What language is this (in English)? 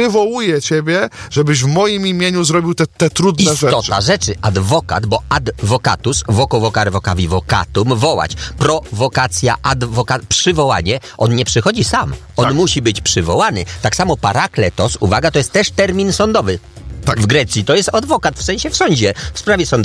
Polish